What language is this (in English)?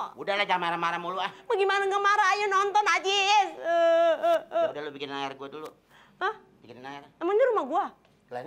Betawi